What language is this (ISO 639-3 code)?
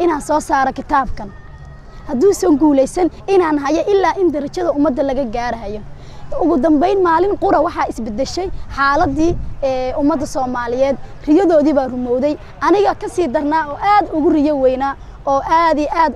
som